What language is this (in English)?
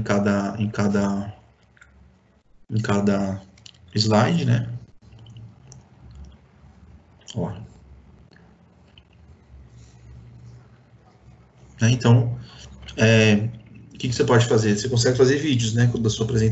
Portuguese